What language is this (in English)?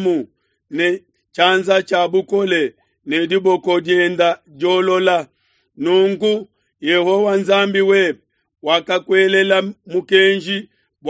Luba-Lulua